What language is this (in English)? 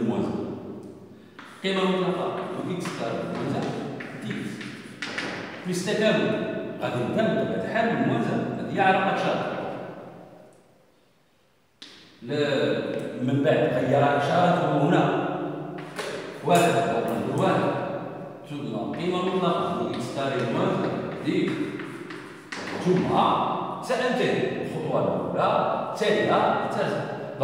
Moroccan Arabic